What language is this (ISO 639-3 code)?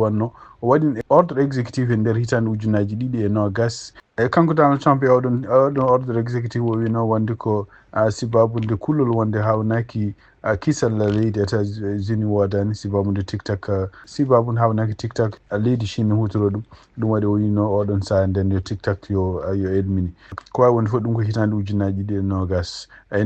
ful